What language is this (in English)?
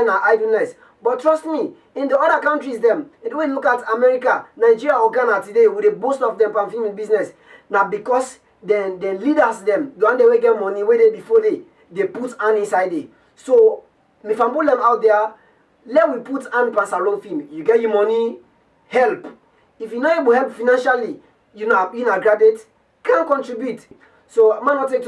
Krio